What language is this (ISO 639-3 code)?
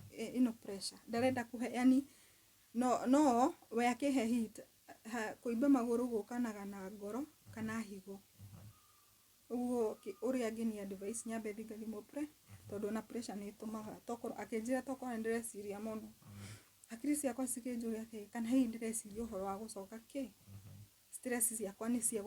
kik